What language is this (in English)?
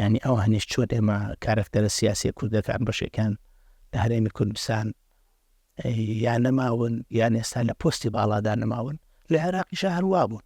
Central Kurdish